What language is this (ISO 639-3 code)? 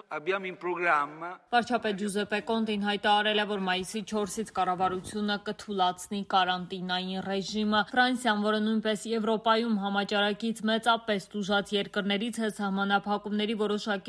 hye